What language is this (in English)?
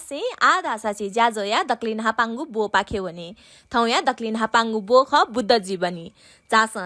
Newari